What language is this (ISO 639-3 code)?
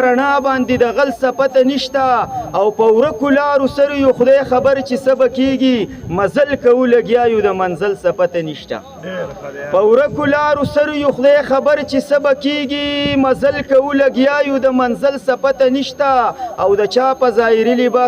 pus